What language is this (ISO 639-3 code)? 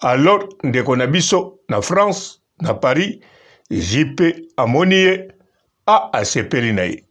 lin